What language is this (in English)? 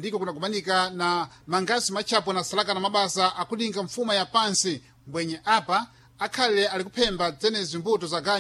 Sena